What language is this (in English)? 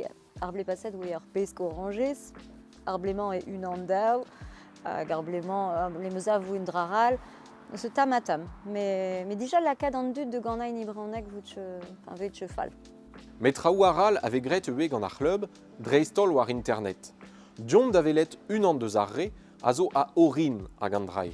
Breton